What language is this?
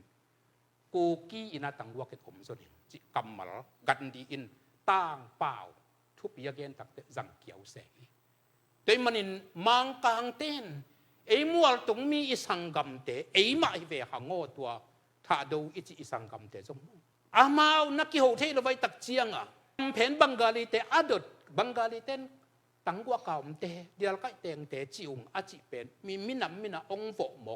Tedim Chin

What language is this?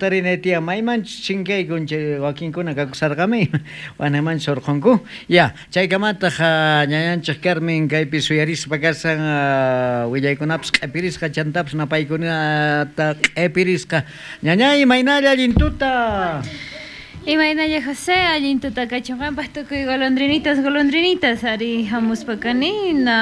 South Bolivian Quechua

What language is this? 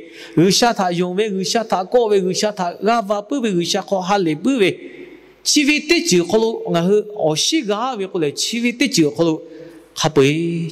Lahu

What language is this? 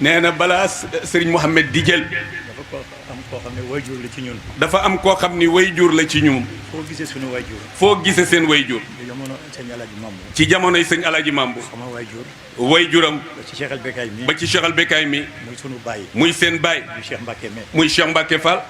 Wolof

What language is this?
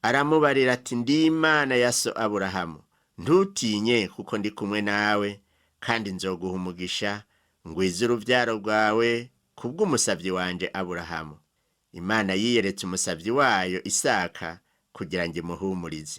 Rundi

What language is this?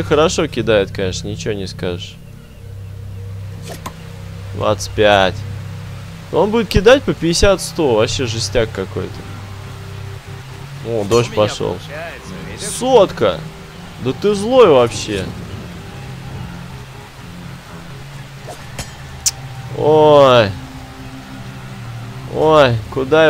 Russian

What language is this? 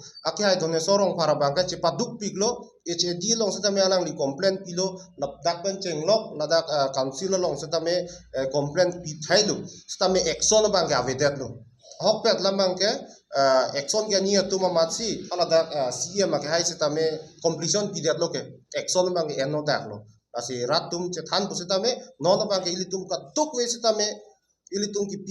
Karbi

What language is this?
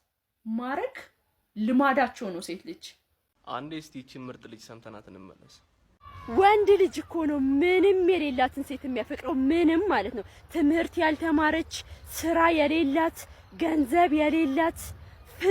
Amharic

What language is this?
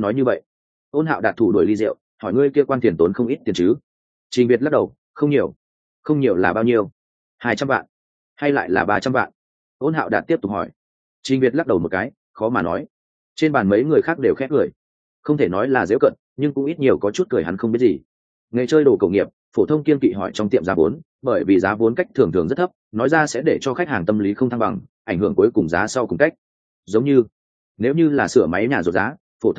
Vietnamese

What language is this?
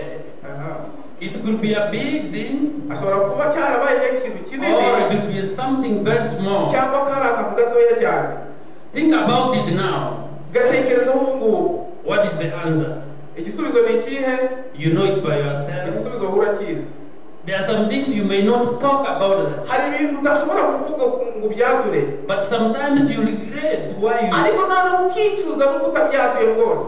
Kinyarwanda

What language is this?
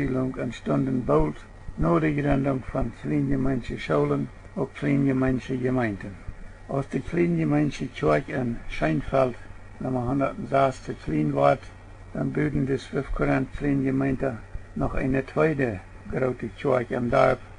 Plautdietsch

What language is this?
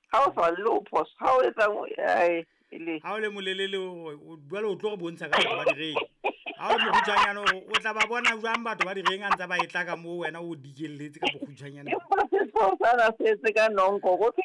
Southern Sotho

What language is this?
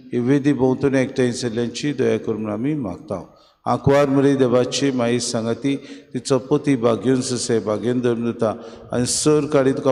Konkani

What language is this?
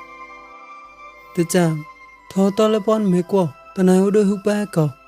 Mon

